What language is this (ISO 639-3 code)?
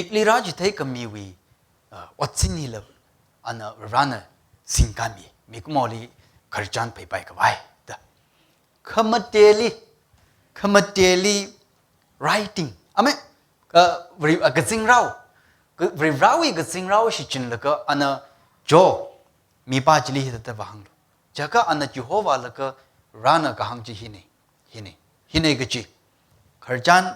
nmf